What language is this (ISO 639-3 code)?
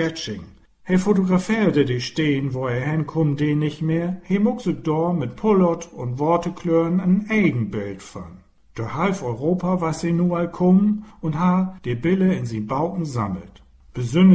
nds